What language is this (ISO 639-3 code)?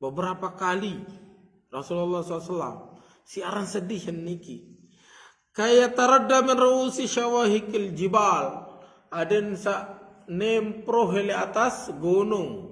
sas